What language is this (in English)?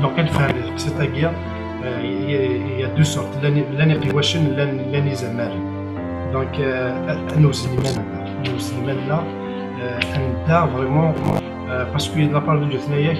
Kabyle